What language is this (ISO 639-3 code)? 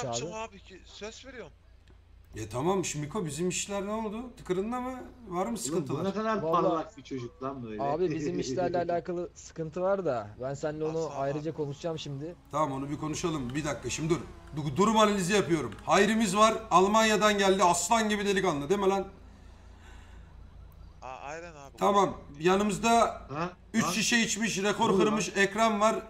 tur